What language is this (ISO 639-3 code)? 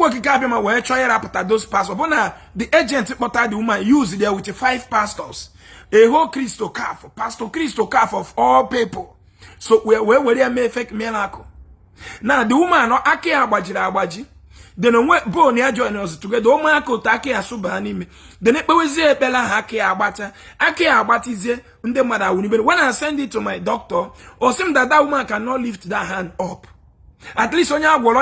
ibo